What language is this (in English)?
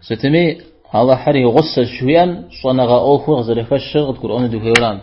Kabardian